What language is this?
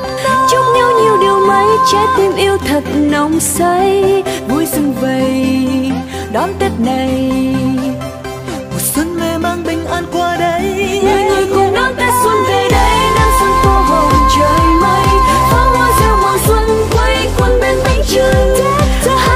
Vietnamese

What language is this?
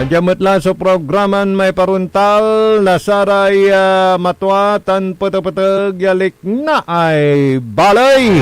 Pangasinan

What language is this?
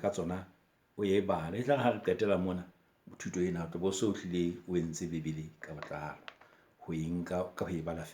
Southern Sotho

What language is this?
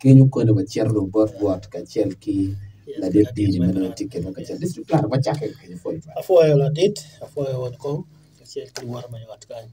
Acoli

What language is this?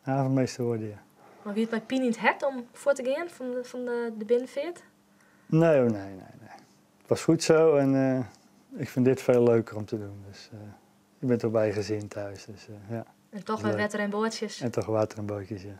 Western Frisian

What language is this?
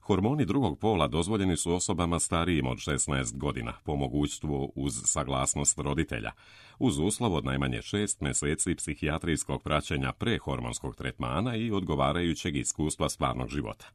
Serbian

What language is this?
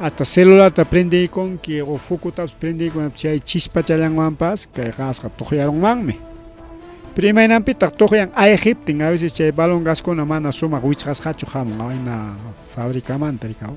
Ayacucho Quechua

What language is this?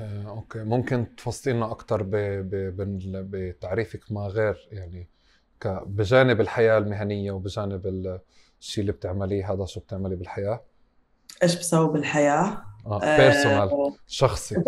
North Levantine Arabic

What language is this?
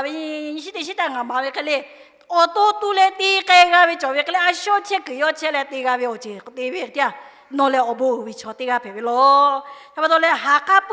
Lahu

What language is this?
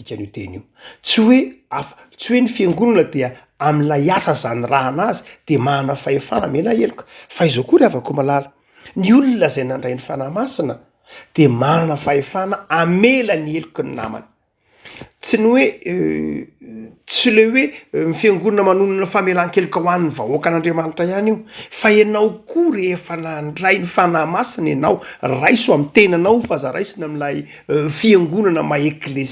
Malagasy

